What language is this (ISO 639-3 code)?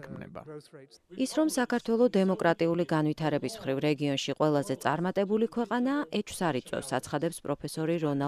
kat